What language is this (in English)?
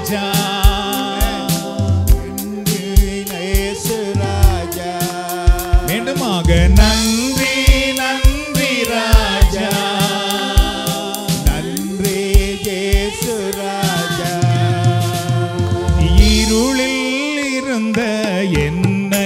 Tamil